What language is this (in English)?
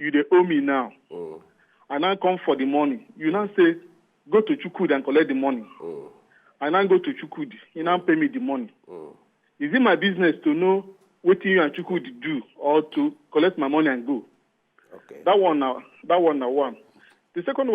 Nigerian Pidgin